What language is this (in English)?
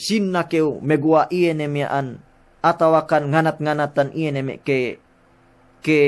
Yakan